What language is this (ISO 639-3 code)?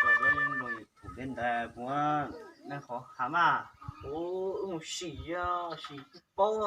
hmn